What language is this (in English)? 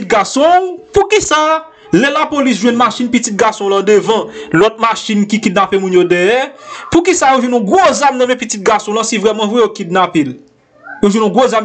Haitian Creole